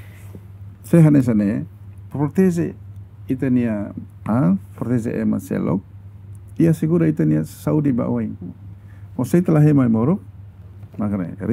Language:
Tetum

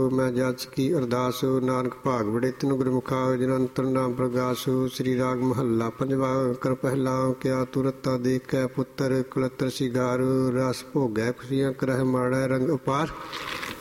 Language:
Punjabi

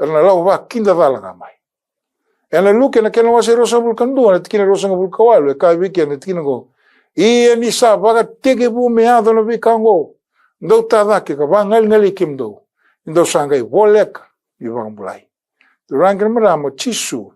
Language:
Fijian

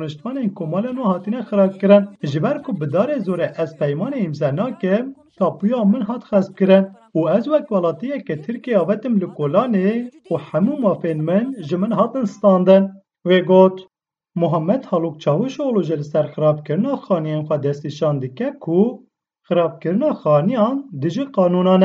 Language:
Kurdish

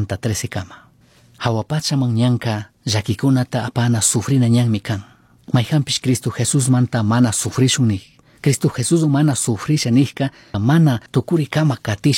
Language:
Chimborazo Highland Quichua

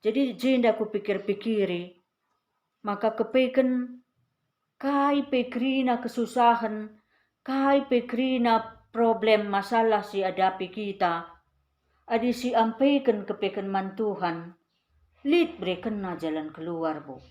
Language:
Batak Karo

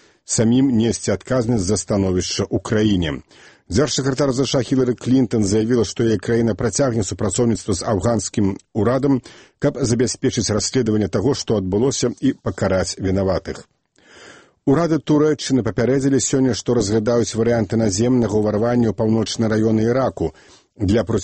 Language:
Belarusian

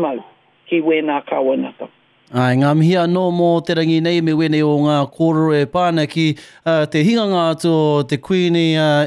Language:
Māori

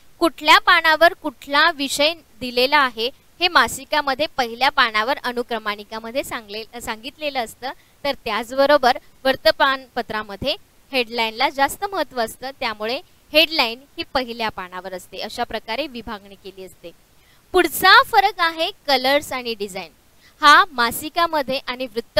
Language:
Marathi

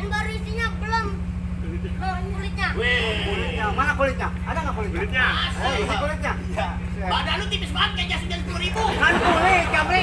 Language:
Betawi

